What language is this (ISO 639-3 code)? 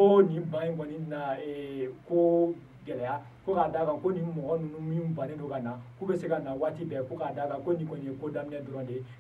bam